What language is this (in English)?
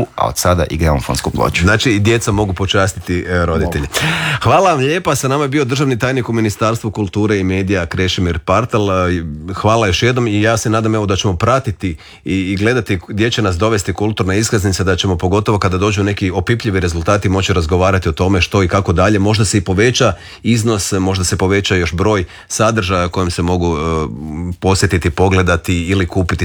Croatian